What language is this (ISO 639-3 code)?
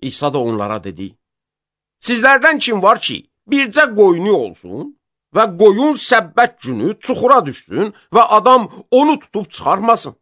aze